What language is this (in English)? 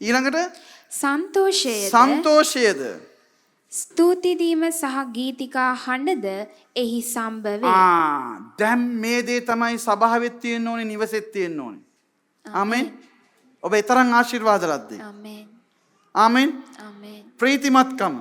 Sinhala